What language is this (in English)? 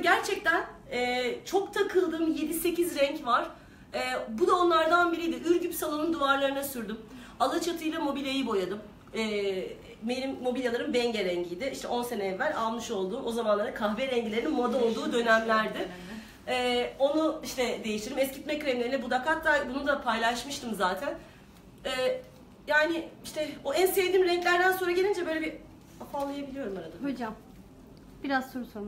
Turkish